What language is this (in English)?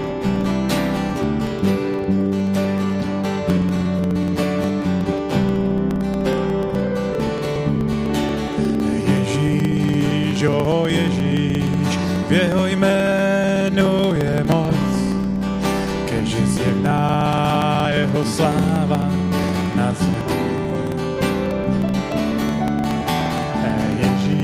Czech